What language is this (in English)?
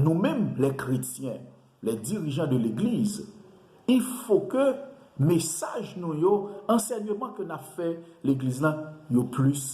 Haitian Creole